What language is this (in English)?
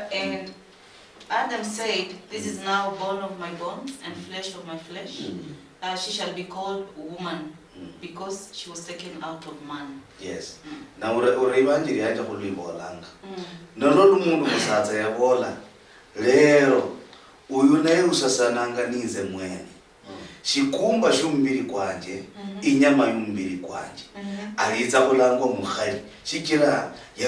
Luyia